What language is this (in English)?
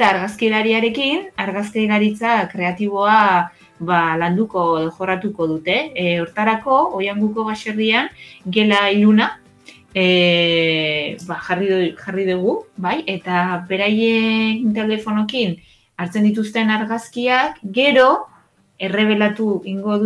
Basque